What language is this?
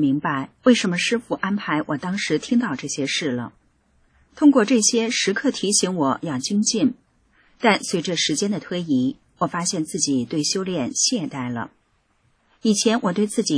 Chinese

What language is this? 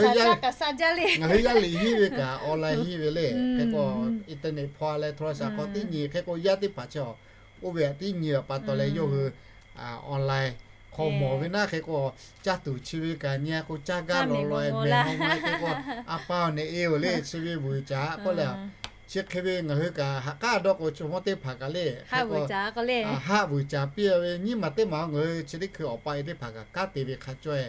Lahu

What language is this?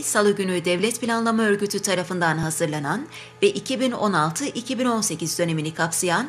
Turkish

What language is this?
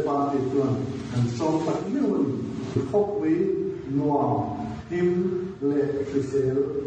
Mizo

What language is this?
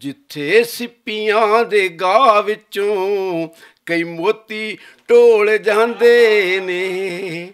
Western Panjabi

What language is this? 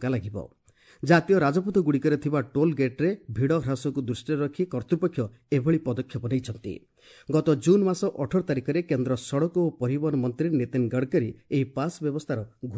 Odia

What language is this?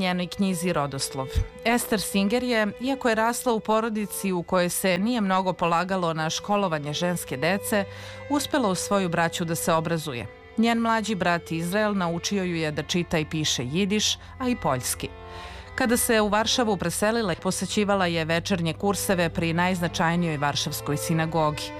Serbian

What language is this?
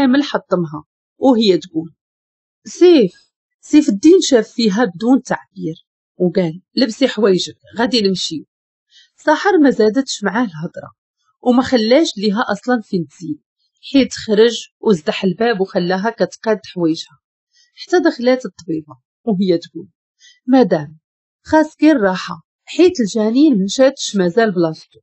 Moroccan Arabic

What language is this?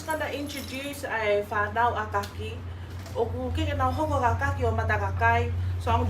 Tongan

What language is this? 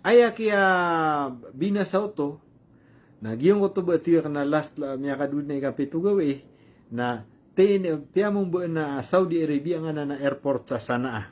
Maranao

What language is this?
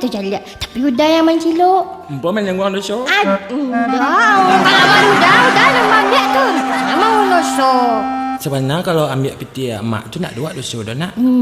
Minangkabau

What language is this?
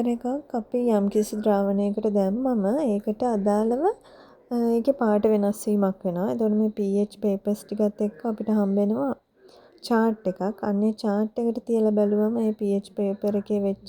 Sinhala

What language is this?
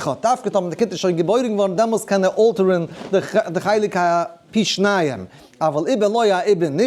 Yiddish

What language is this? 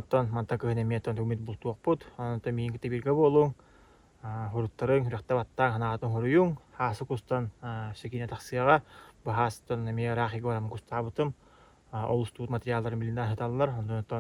Yakut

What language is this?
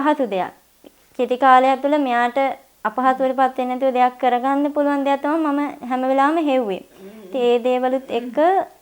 Sinhala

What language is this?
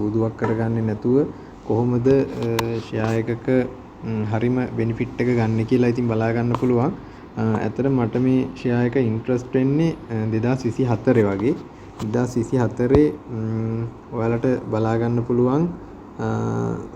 Sinhala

